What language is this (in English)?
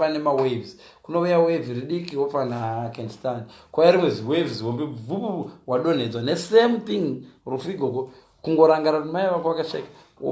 Shona